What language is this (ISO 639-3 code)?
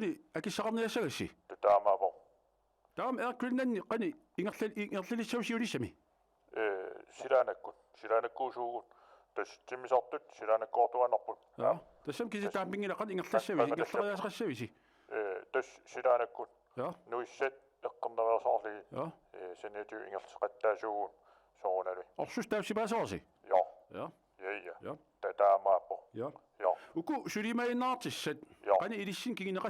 kal